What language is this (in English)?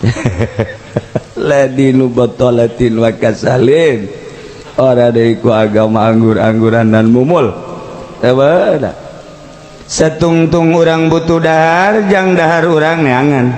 Sundanese